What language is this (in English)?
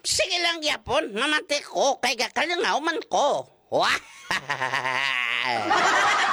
Hiligaynon